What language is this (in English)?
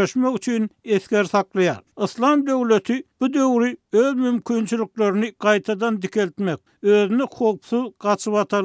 Turkmen